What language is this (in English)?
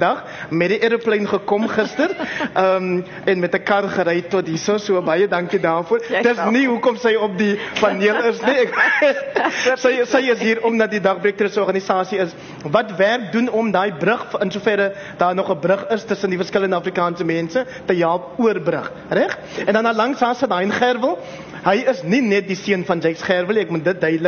Afrikaans